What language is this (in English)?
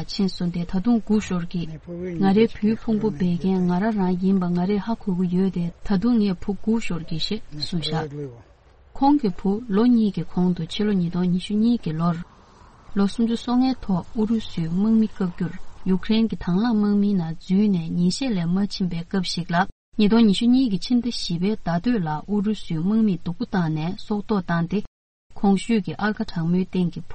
Tibetan